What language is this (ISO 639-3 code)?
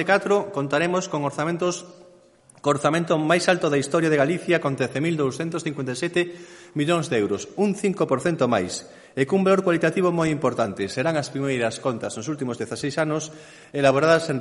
glg